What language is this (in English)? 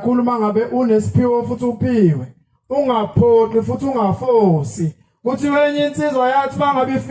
Zulu